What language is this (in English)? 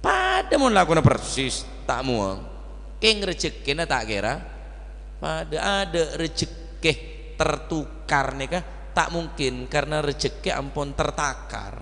Madurese